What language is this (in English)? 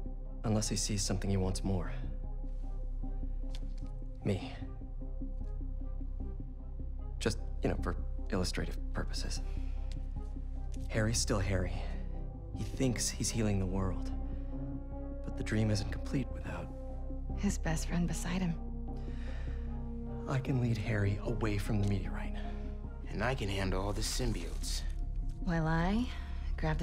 English